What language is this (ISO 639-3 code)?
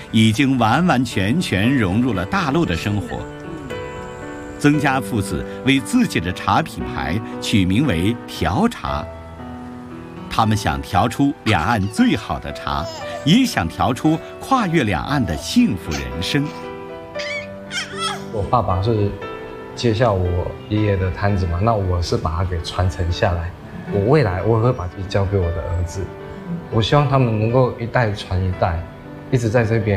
zho